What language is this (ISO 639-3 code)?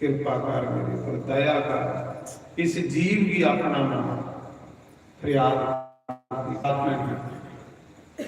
doi